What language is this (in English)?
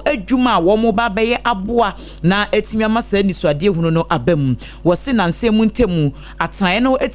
Akan